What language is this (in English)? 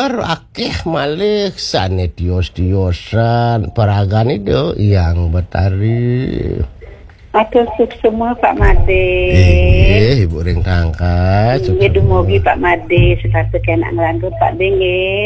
Balinese